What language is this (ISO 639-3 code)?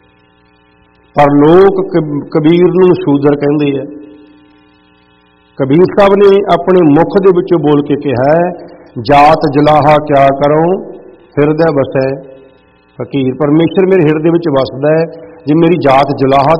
pan